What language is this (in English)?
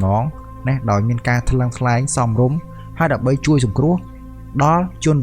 Khmer